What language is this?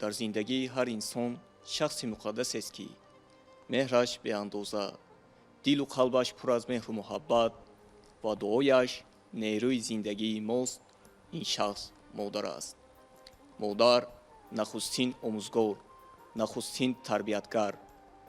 Tajik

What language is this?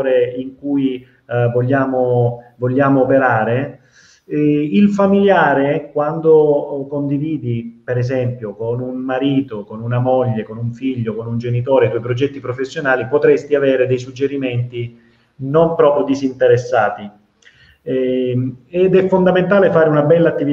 Italian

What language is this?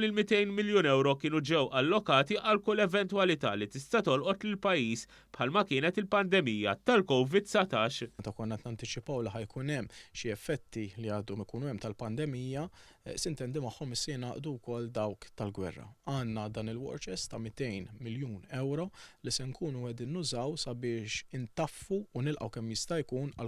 Maltese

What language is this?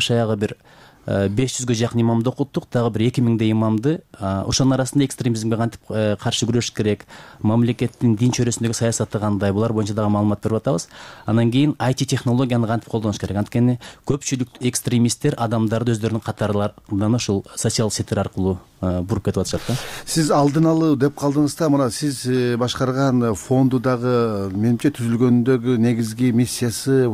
Kyrgyz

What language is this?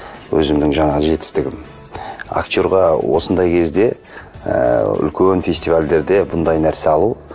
Kazakh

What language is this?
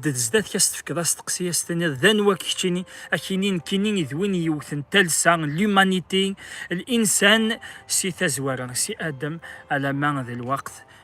Kabyle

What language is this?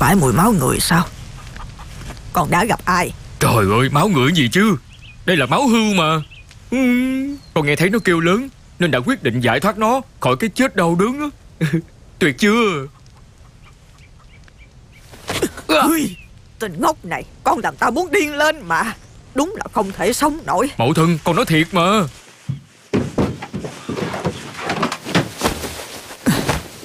Vietnamese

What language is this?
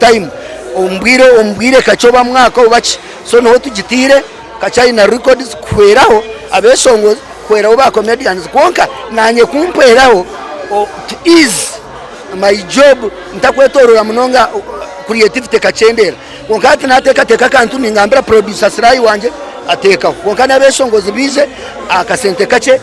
Nyankole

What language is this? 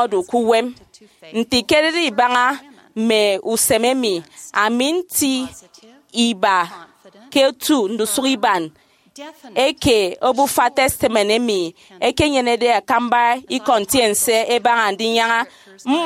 Efik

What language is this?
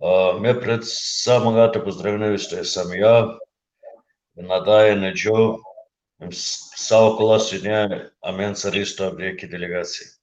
Balkan Romani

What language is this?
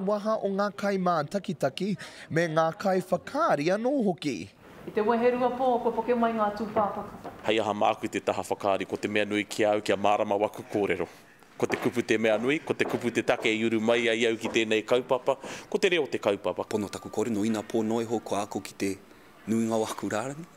Māori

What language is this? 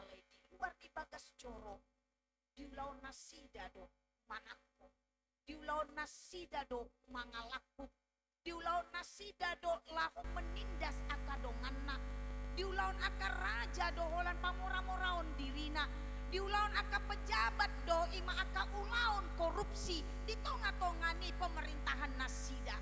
Batak Toba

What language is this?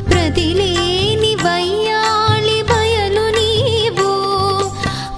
Telugu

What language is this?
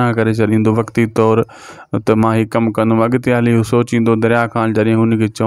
Sindhi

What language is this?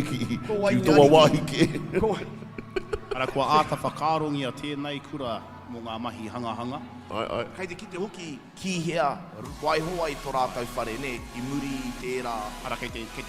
Māori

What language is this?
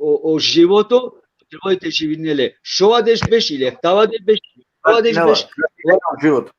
Balkan Romani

